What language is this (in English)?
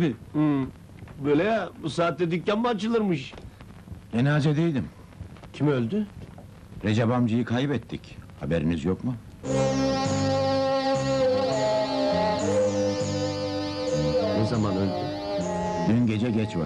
Turkish